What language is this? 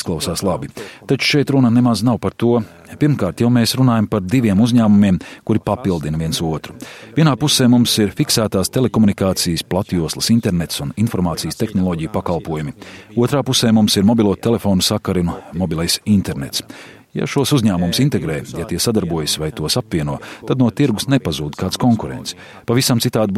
Latvian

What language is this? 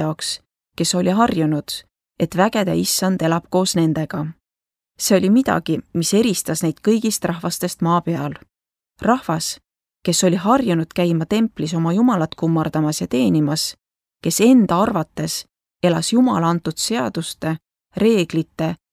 Estonian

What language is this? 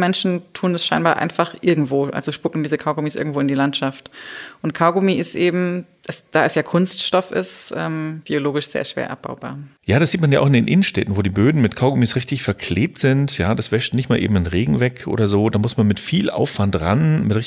German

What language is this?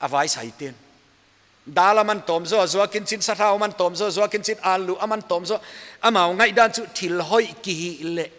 Paite Chin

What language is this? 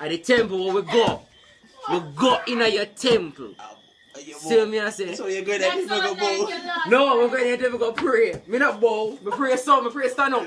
Jamaican Creole English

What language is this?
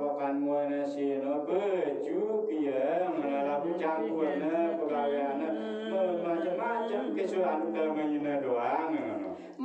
Sasak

